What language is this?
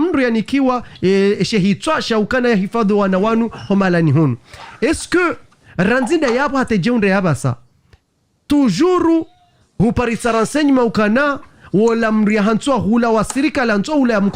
Ngazidja Comorian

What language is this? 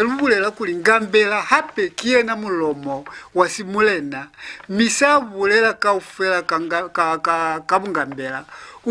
Lozi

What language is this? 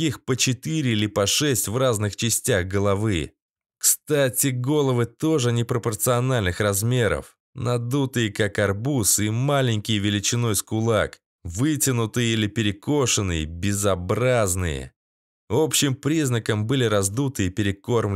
Russian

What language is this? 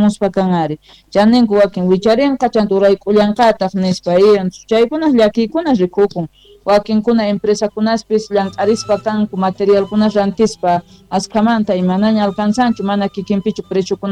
Quechua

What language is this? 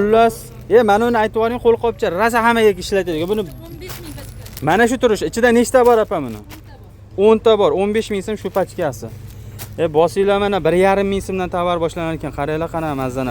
Uzbek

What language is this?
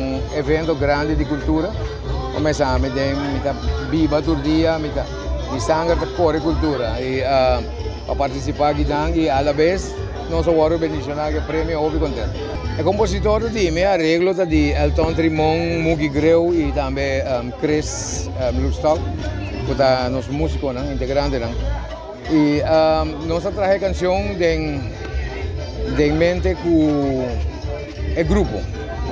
Papiamento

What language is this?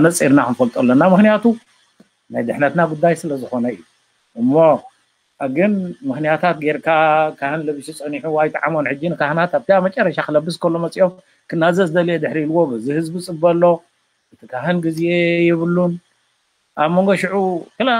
Tigrinya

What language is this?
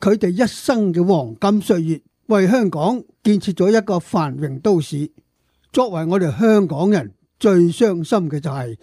Cantonese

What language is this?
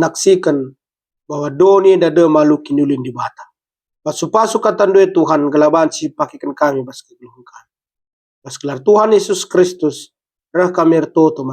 Batak Karo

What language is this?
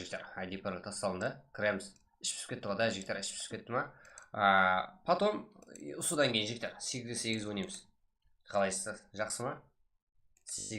Kara-Kalpak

